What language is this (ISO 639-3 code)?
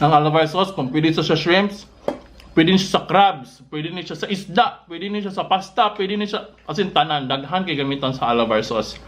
ceb